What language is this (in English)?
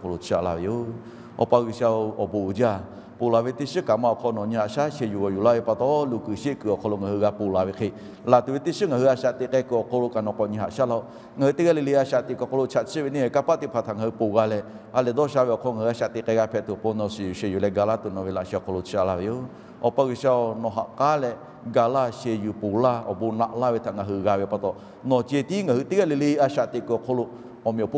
Lahu